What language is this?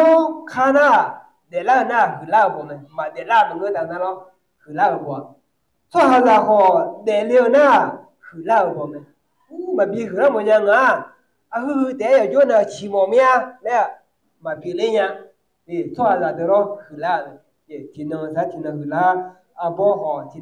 Akha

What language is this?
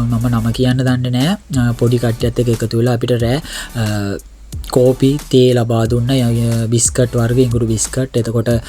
Sinhala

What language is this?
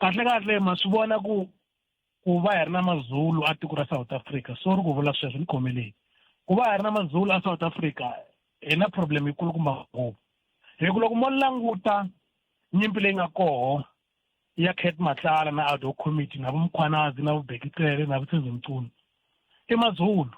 Tsonga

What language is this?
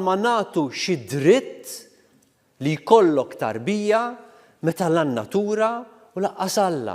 Maltese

